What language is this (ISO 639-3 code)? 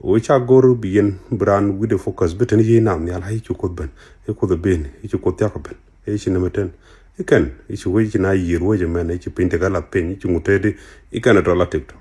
nus